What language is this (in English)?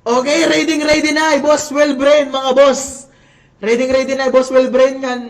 Waray